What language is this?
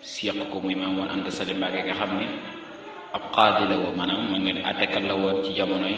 Wolof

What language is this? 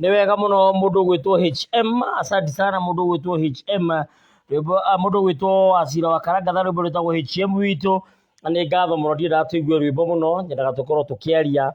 Kikuyu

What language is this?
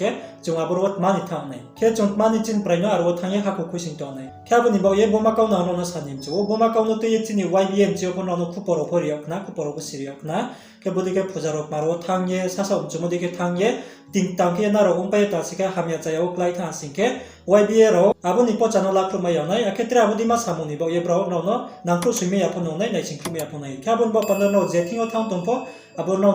Riang (India)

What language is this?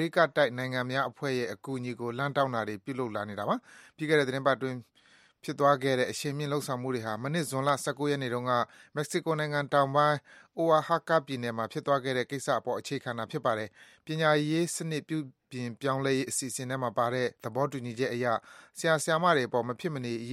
Burmese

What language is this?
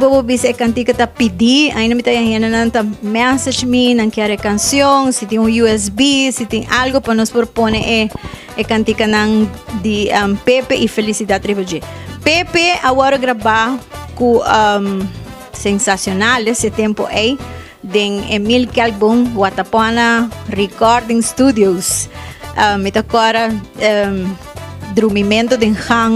Papiamento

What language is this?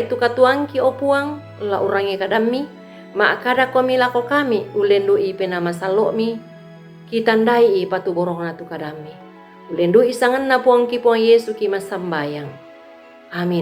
Toraja-Sa'dan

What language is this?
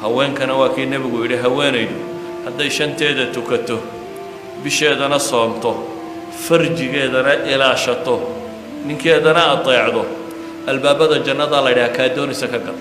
Somali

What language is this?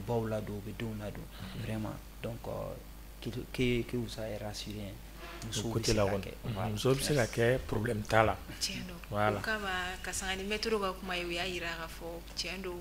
Bambara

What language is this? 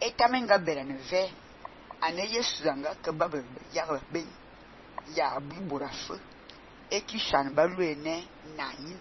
Fang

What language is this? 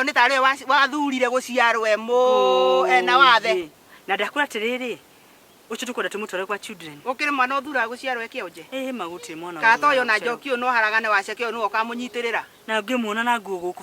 Kikuyu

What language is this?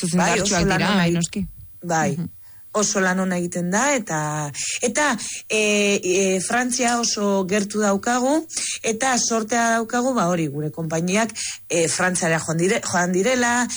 Basque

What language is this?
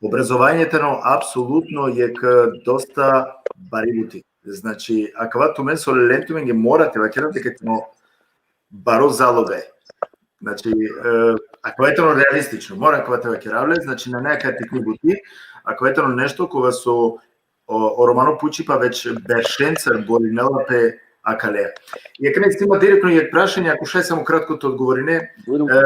Balkan Romani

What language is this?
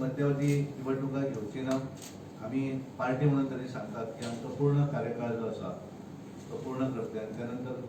Konkani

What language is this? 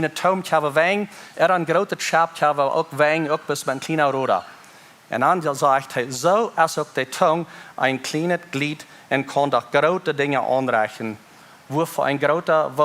Plautdietsch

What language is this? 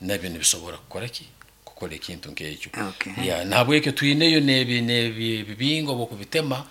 Nyankole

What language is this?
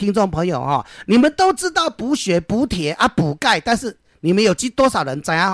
Min Nan Chinese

